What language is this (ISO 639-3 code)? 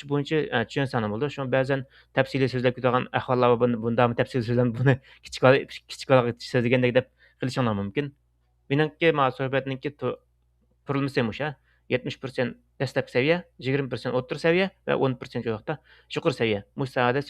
uig